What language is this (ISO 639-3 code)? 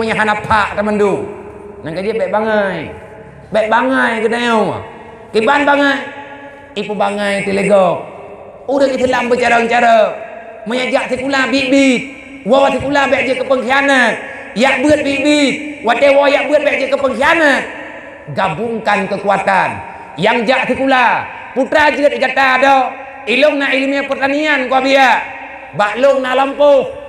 ace